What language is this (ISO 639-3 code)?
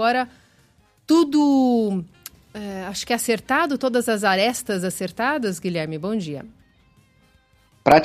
por